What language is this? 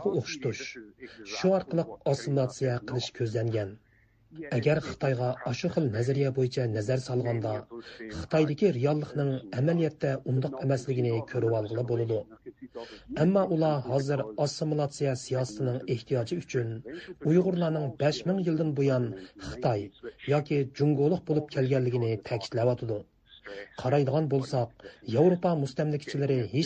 Uyghur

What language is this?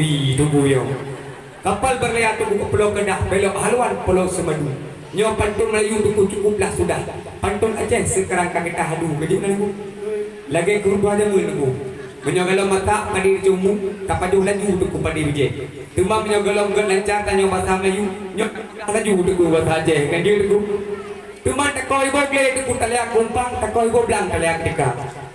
Achinese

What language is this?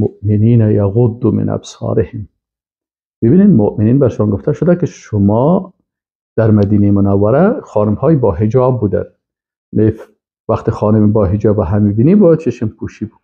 Persian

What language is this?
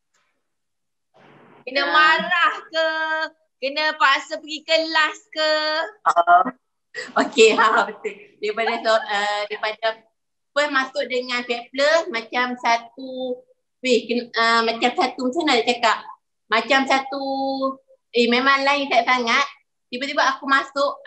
Malay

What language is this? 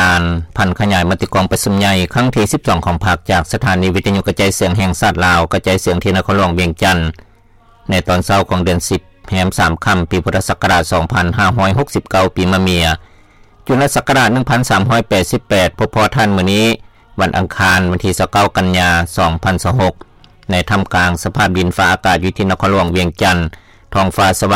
Lao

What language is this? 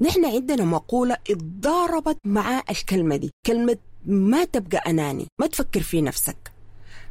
Sudanese Arabic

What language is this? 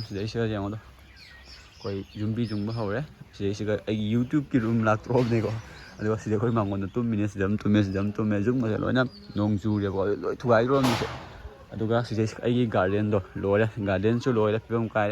Manipuri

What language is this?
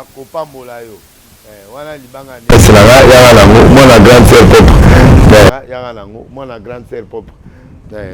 Lingala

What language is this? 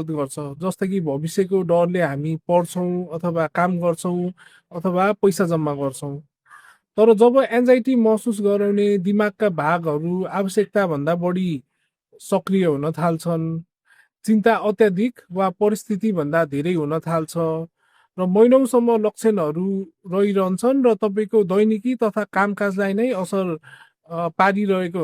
Nepali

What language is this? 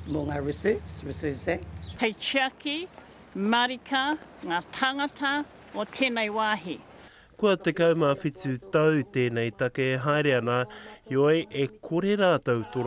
Māori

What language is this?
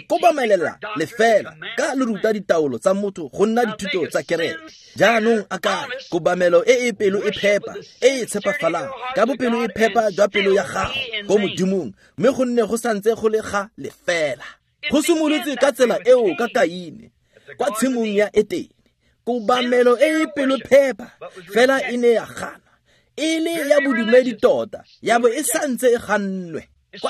Tswana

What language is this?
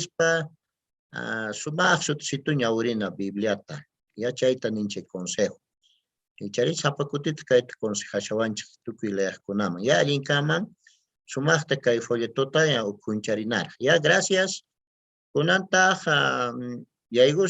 Quechua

